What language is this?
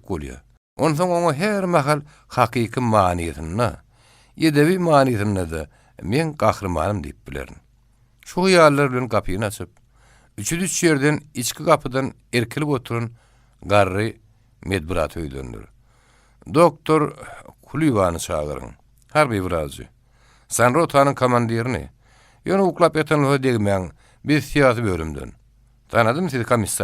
Turkmen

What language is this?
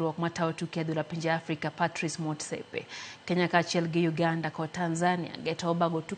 Luo (Kenya and Tanzania)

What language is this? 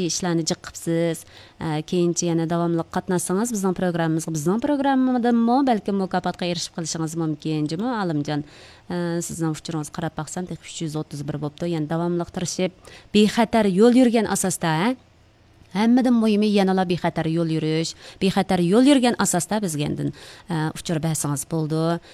Uyghur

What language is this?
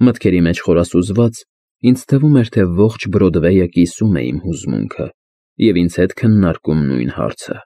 Armenian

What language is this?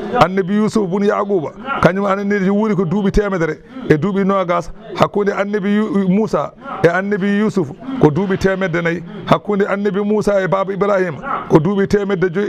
Fula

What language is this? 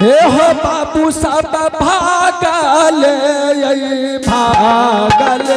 Angika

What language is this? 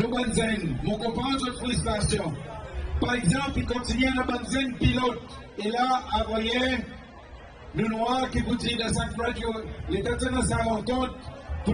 Seselwa Creole French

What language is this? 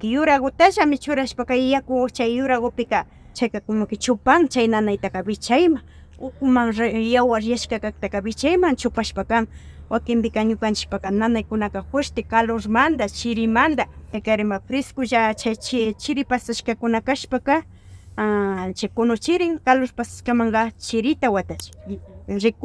Imbabura Highland Quichua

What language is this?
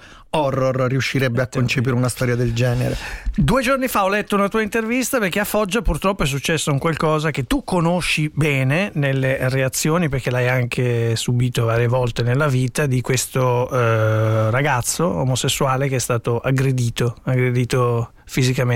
Italian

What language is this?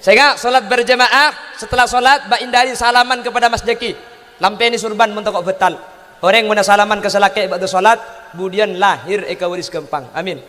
Madurese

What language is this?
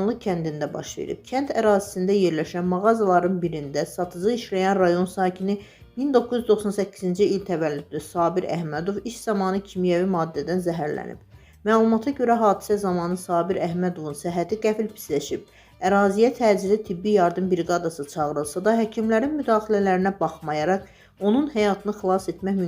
Azerbaijani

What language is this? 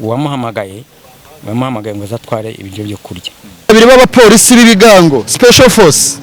Kinyarwanda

